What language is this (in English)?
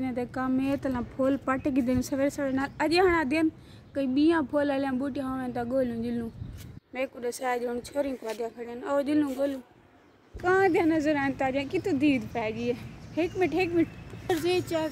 Saraiki